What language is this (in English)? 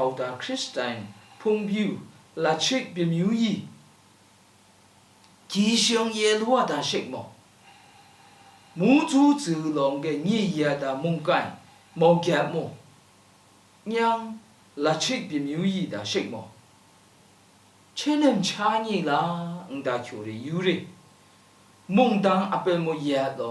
Lashi